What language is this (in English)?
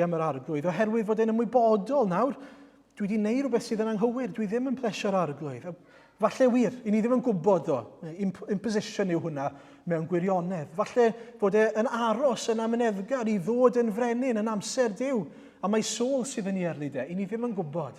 Welsh